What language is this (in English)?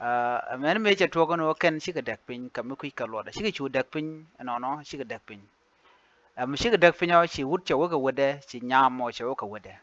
Nuer